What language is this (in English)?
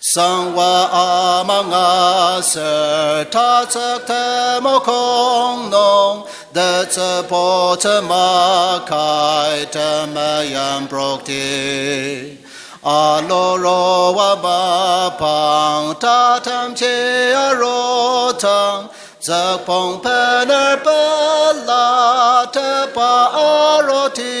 Ao Naga